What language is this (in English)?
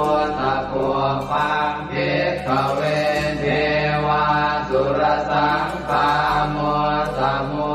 Pali